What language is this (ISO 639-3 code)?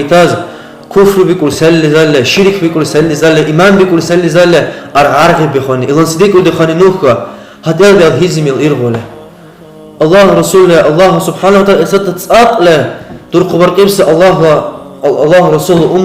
dar